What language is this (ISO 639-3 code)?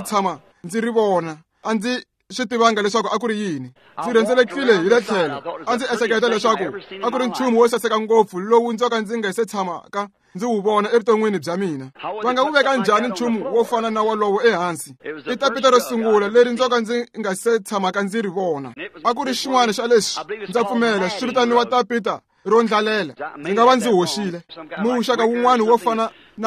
tso